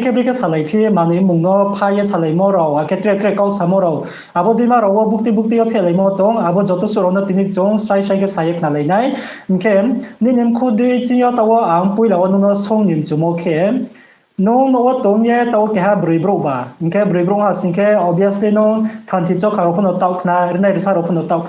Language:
Riang (India)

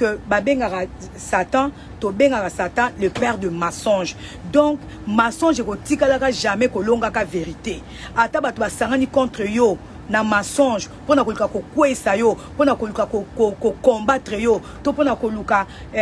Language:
Lingala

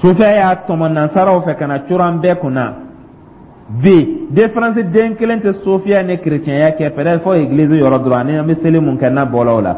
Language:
Dyula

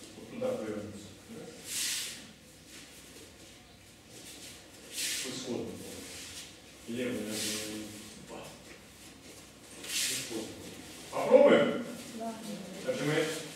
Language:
Russian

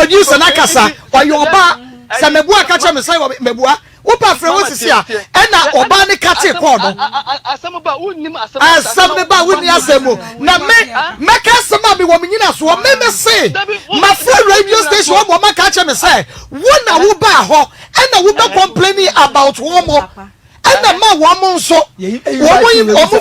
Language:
Akan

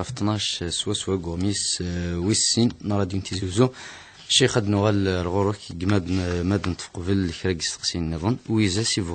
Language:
Kabyle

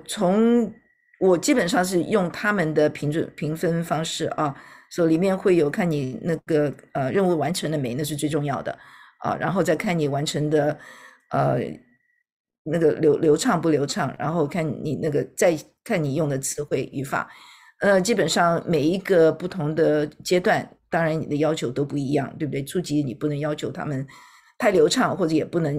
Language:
Chinese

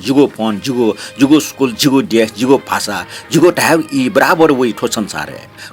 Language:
Newari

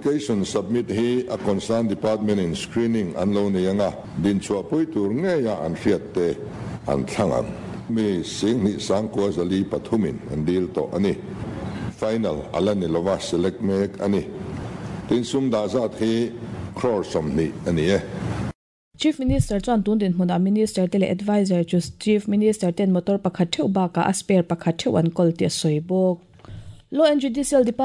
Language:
Mizo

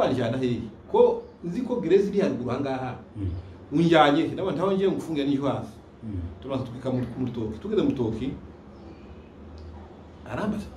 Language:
Kinyarwanda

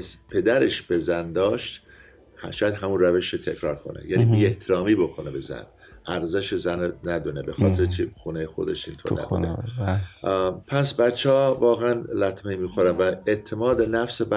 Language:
Persian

